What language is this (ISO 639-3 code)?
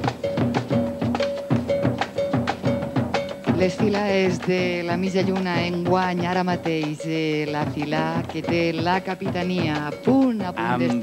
cat